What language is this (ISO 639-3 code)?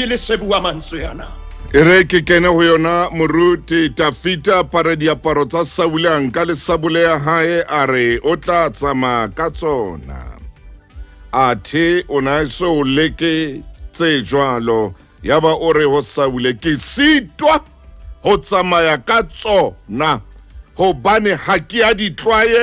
sot